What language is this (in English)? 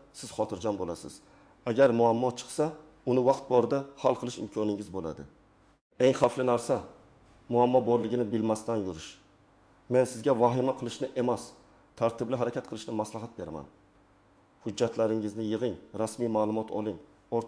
Uzbek